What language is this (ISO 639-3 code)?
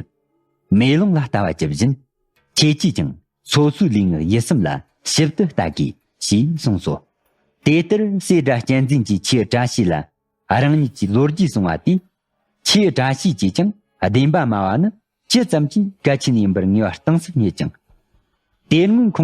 bod